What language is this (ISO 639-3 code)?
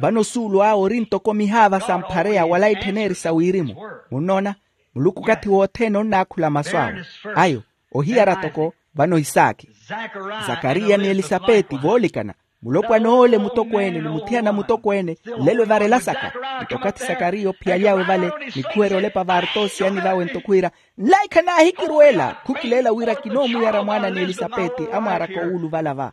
vmw